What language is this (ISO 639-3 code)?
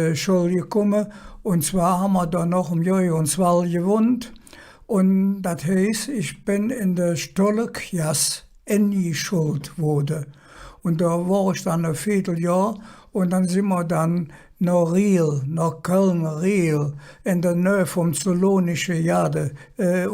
ksh